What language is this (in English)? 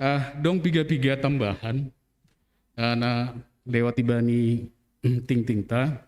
Batak Simalungun